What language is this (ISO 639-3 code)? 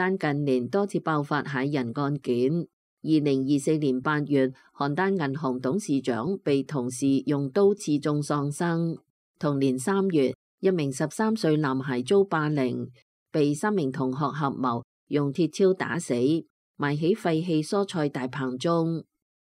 yue